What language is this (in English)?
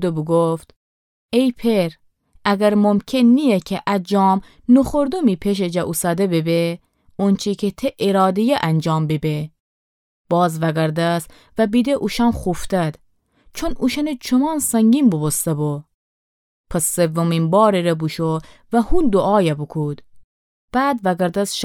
Gilaki